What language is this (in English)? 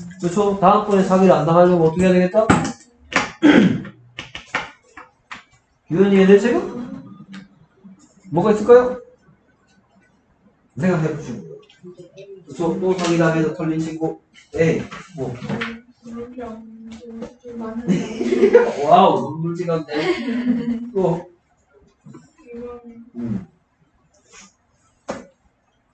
Korean